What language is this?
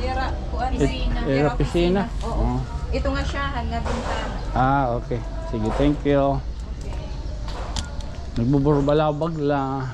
Waray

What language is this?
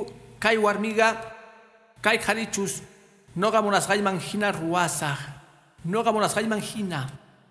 Quechua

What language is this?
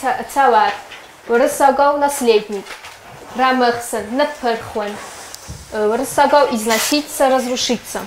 Ossetic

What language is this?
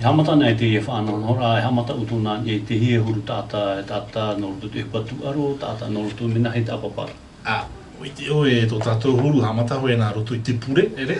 Tahitian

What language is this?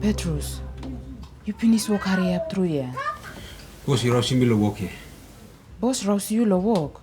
Tok Pisin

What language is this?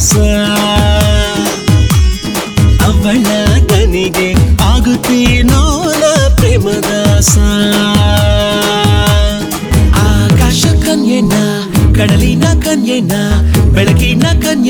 Kannada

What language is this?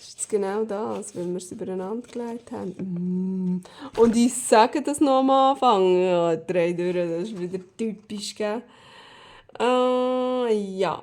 Swiss German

